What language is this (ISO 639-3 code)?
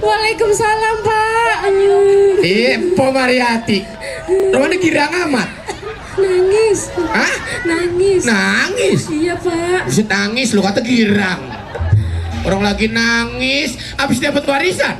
bew